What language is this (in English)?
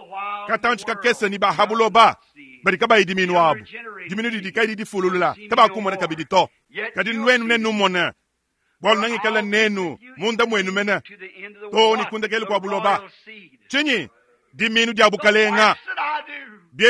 Luba-Lulua